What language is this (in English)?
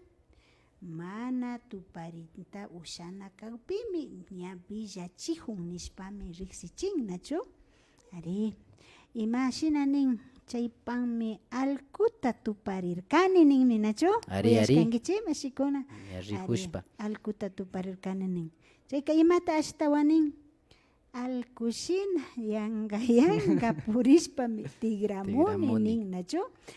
Imbabura Highland Quichua